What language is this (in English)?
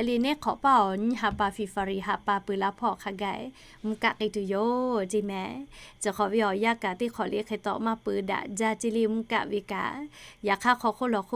Lahu